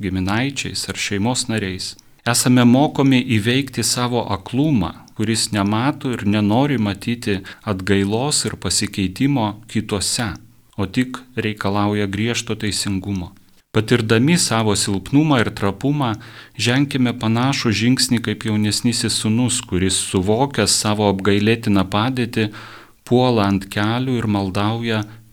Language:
Lithuanian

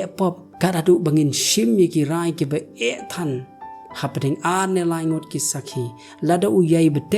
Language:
Khasi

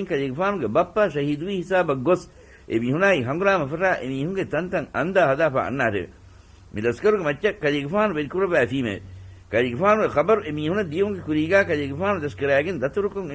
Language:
Divehi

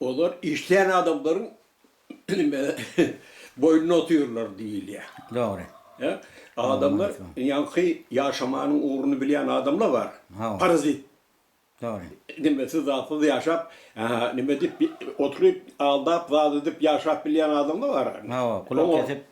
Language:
Turkmen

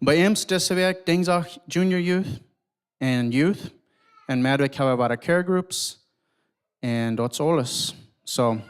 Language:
Plautdietsch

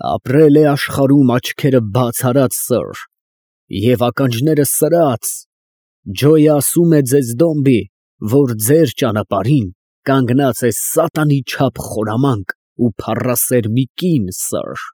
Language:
Armenian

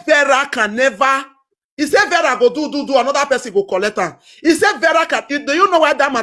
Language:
Nigerian Pidgin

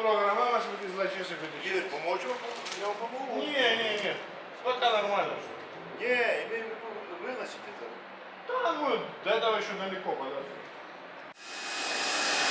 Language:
Russian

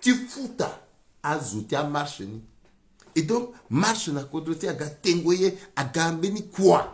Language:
Sango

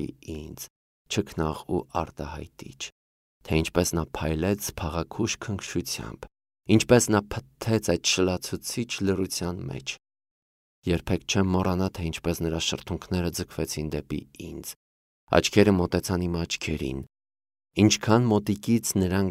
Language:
Armenian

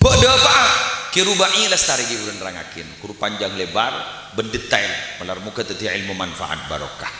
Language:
Madurese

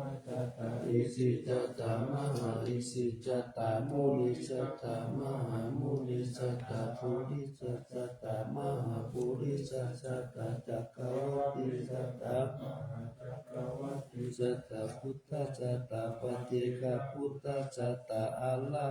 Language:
Pali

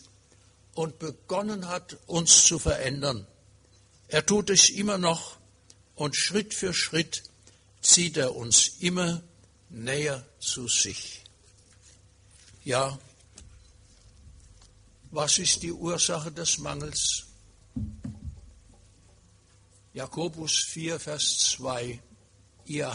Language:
German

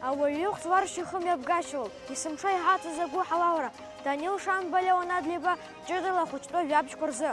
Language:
Abkhazian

